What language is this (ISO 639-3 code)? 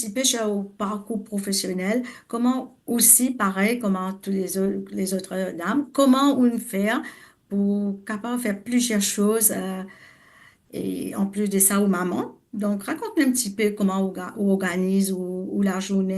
mfe